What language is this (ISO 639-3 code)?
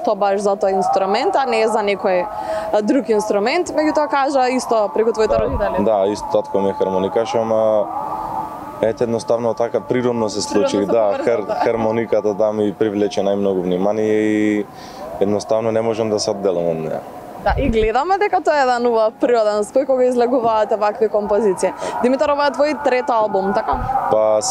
mkd